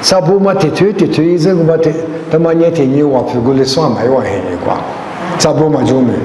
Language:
Lisu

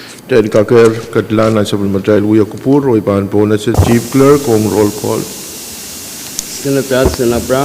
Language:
Pohnpeian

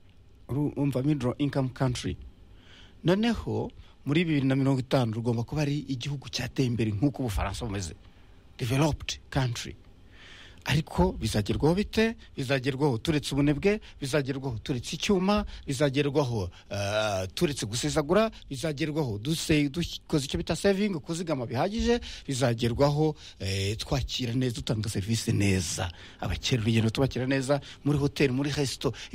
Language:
Kinyarwanda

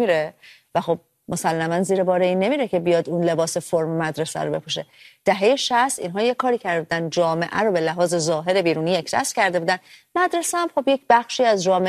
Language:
Persian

